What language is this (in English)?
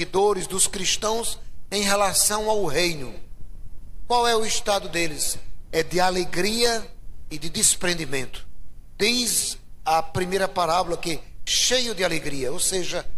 Portuguese